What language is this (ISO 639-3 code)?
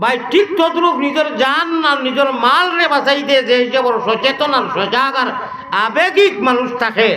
syl